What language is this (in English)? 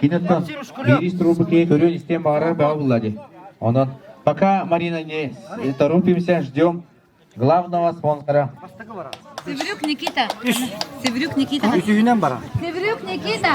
Yakut